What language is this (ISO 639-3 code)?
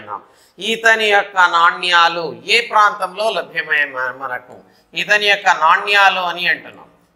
tel